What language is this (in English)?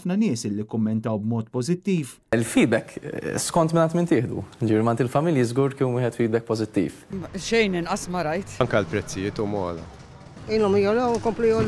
Maltese